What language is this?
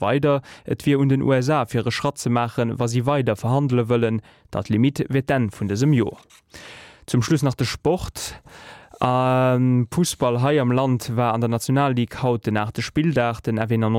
Luxembourgish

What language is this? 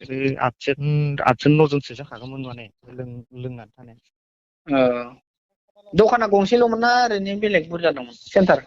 Bodo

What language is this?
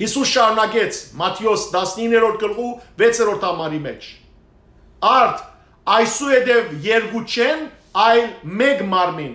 Western Armenian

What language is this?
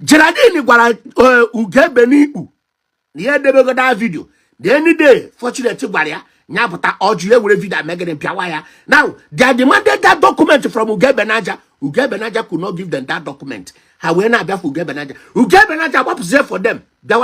Igbo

